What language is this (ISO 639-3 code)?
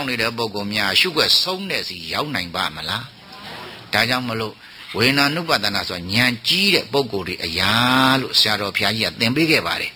mya